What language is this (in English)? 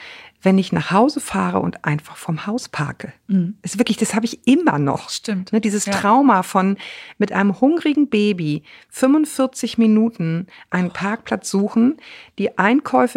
German